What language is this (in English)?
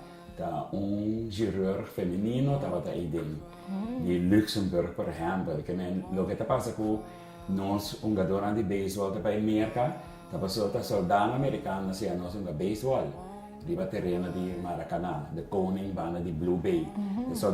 Papiamento